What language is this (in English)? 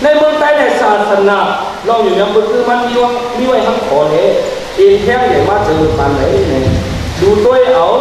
Shan